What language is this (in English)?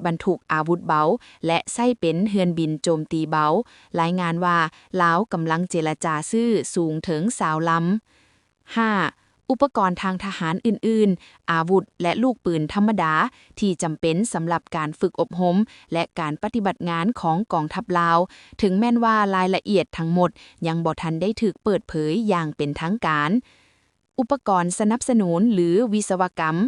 Lao